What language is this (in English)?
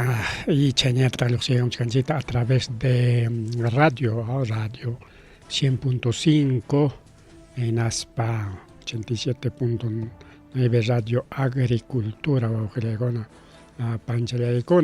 Ayacucho Quechua